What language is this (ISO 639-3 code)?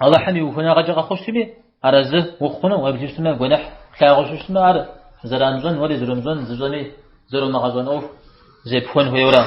kbd